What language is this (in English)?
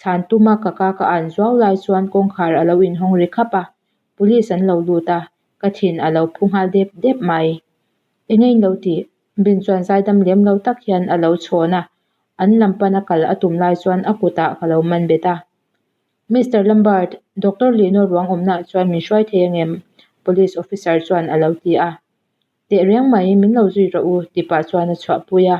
Mizo